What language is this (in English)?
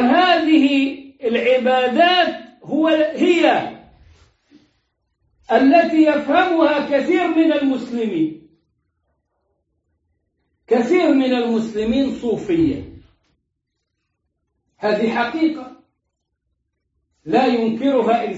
Arabic